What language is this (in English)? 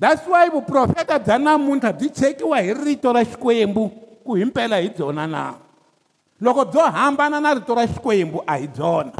Tsonga